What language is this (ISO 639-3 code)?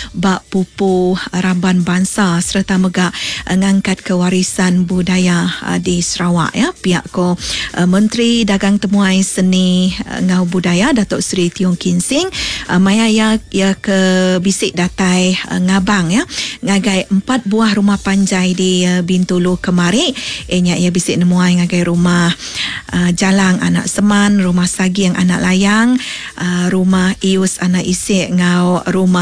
iba